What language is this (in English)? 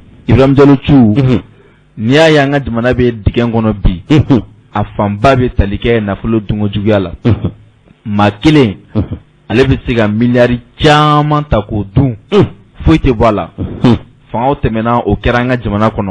Bambara